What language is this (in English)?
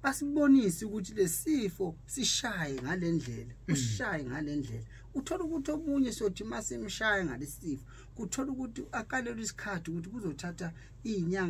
Zulu